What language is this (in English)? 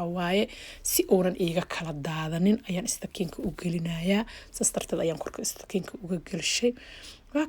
Somali